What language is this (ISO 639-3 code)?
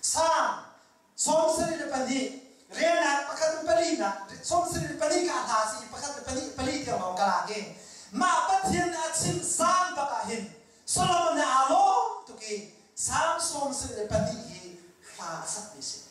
cnh